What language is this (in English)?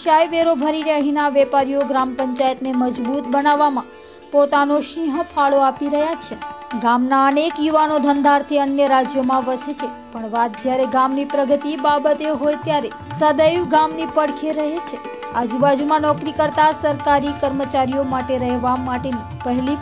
Gujarati